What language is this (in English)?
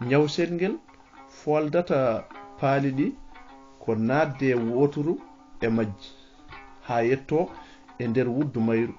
Fula